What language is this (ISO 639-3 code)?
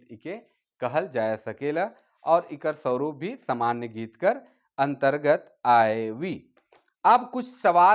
sck